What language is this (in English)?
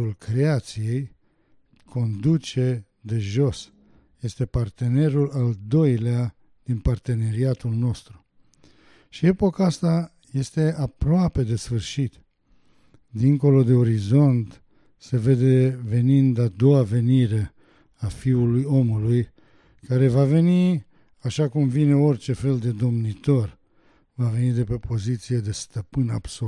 Romanian